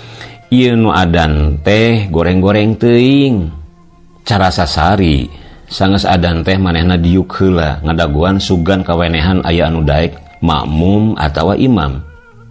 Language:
Sundanese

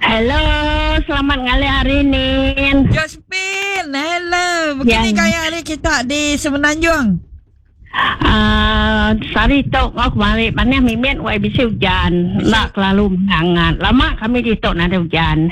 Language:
Iban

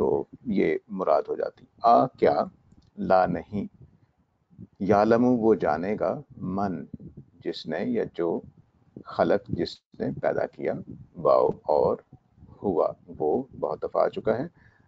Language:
Urdu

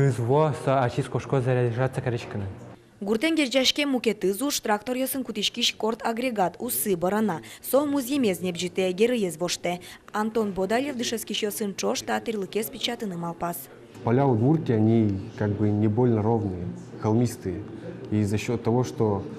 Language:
Udmurt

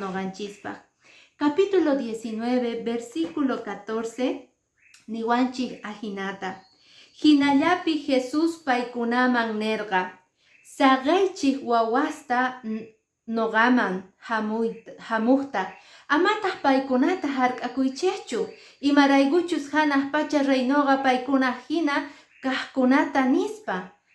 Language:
Quechua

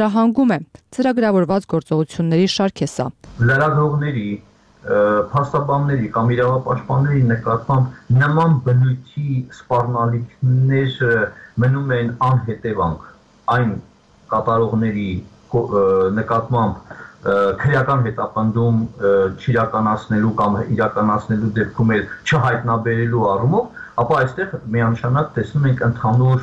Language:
Armenian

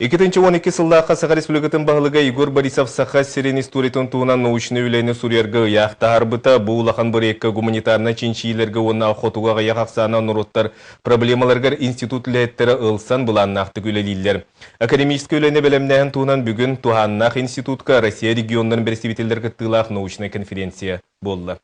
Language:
Yakut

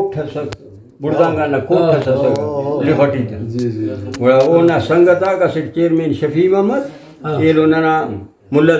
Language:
Brahui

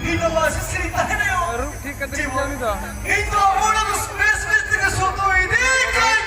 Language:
Santali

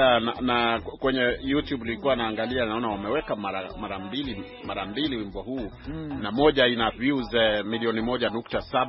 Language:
Swahili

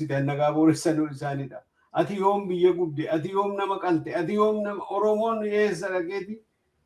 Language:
Oromo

